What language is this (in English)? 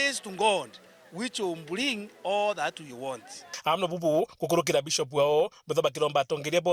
Meru